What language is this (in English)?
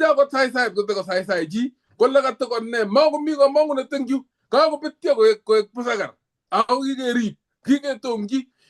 Kalenjin